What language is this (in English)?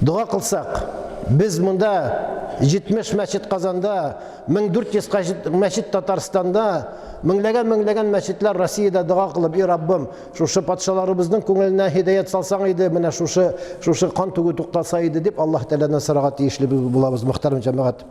Tatar